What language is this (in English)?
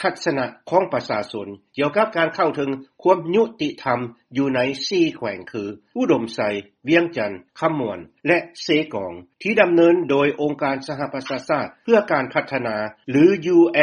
Lao